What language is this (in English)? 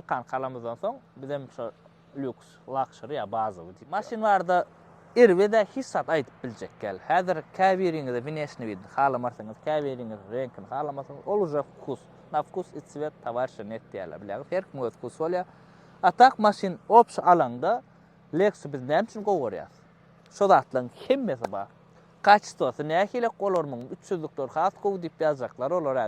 Turkmen